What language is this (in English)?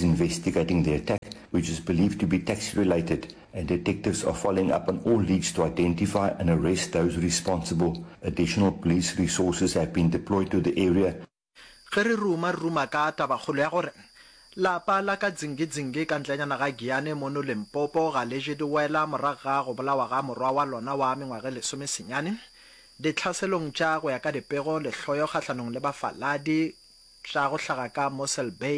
Northern Sotho